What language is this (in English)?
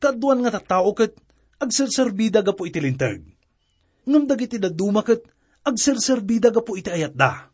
Iloko